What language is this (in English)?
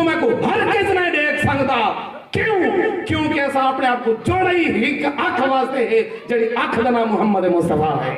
Saraiki